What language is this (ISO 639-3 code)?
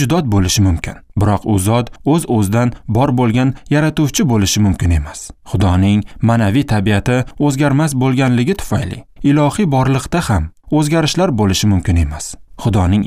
uzb